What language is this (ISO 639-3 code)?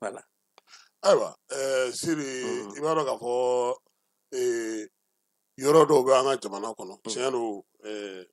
bam